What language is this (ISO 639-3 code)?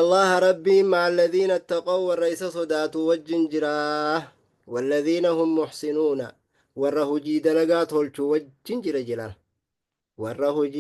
orm